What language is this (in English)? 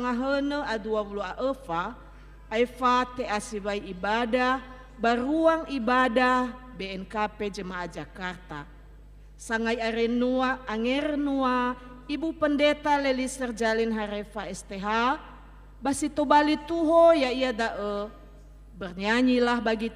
Nias